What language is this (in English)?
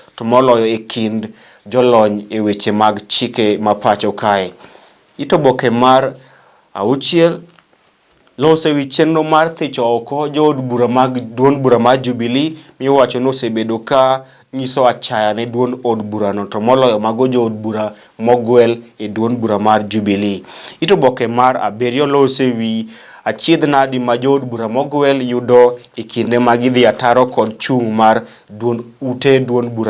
Luo (Kenya and Tanzania)